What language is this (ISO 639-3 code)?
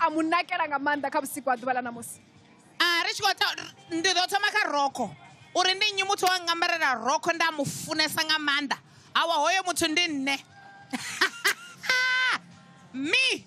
ven